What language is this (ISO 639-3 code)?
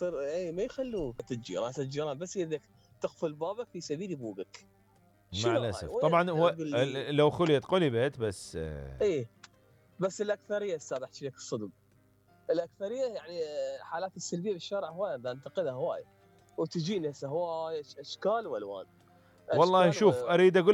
acm